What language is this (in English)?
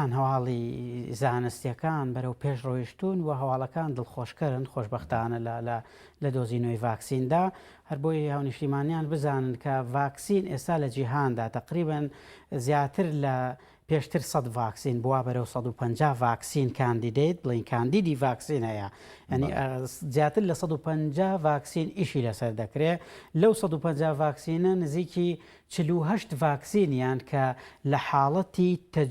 Central Kurdish